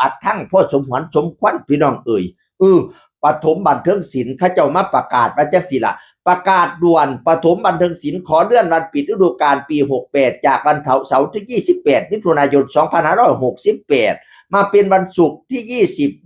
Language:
Northeastern Thai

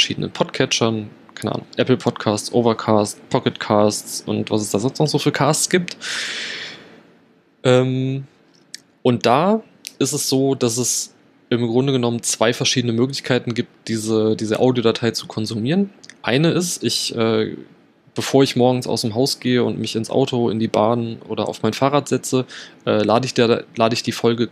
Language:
German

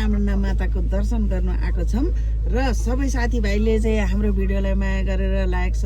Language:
Nepali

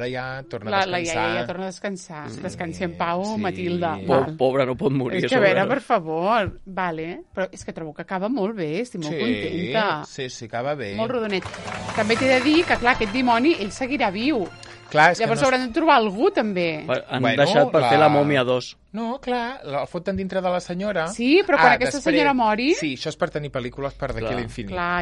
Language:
Catalan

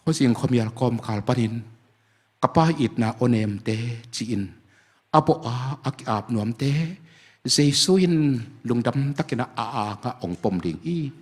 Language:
Tedim Chin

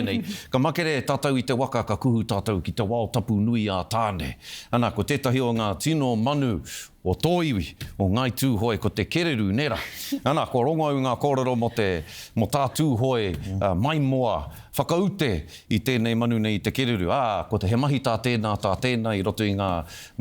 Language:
Māori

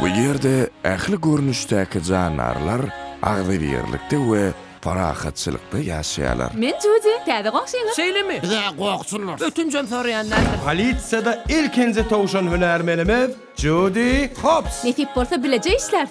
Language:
Turkmen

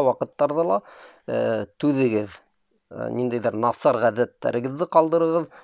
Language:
Bashkir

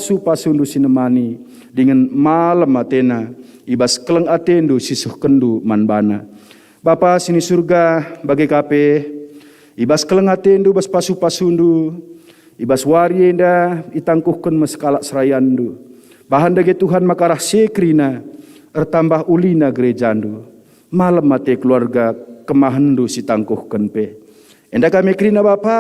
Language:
Batak Karo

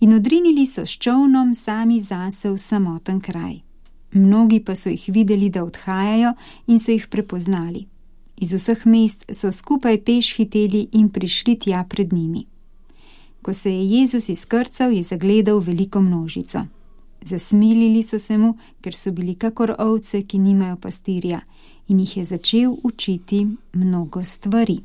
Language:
Slovenian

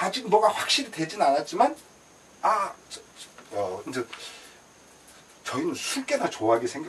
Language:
Korean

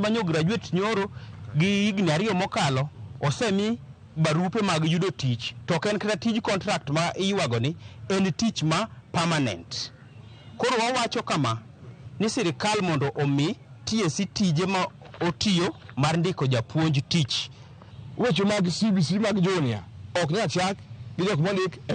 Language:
Luo (Kenya and Tanzania)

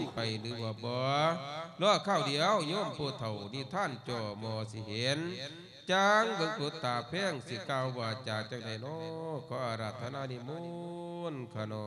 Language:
Lao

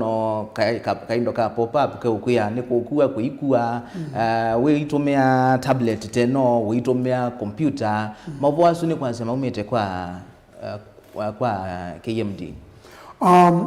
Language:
Kamba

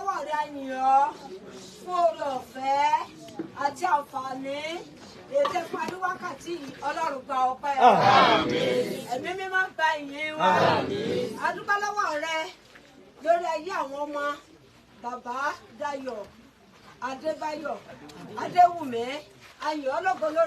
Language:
Yoruba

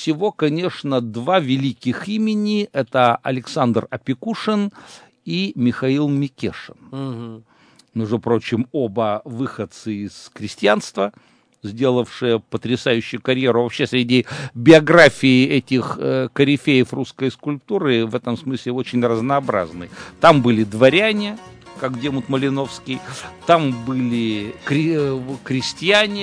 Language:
Russian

